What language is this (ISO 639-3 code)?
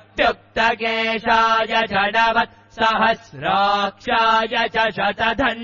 san